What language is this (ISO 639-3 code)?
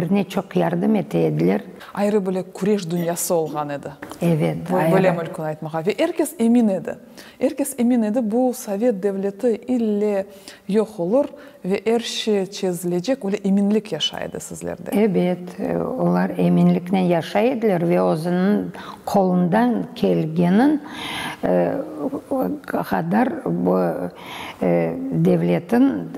crh